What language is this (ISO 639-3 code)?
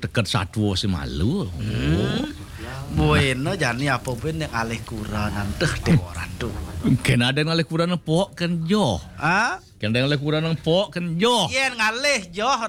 ban